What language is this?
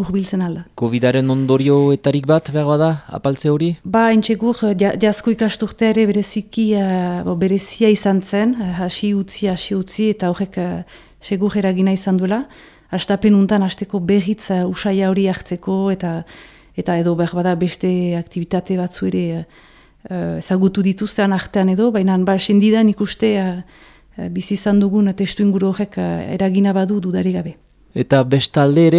Basque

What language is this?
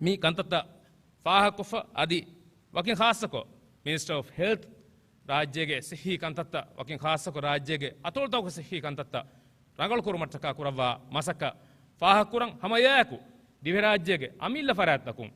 Divehi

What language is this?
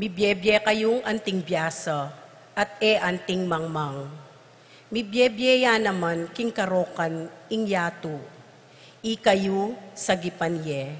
Pampanga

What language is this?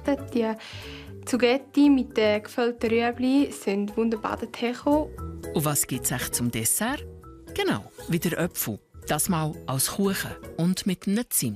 Swiss German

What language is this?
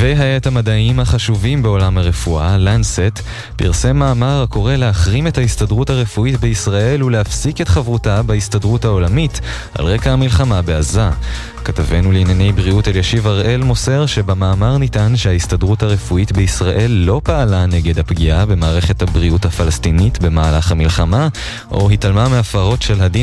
Hebrew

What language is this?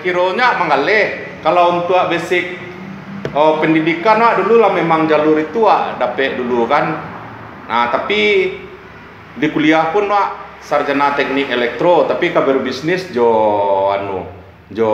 Minangkabau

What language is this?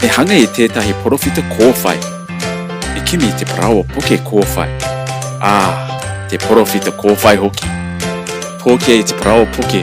Māori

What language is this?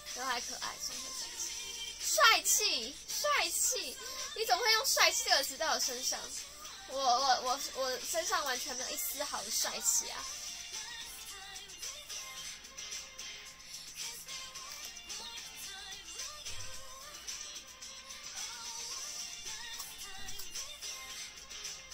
Chinese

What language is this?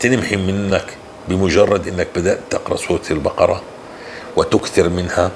North Levantine Arabic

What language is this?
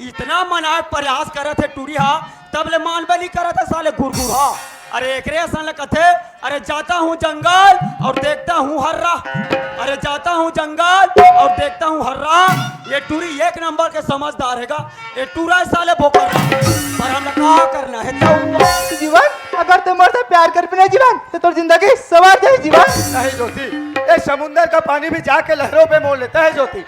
Chhattisgarhi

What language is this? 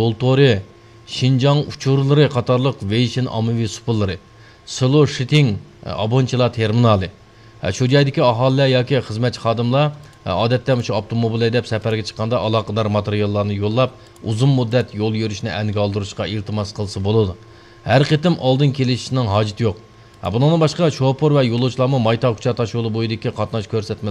Uyghur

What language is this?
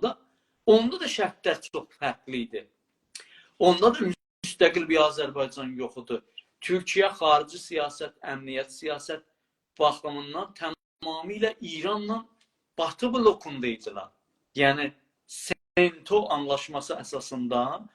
South Azerbaijani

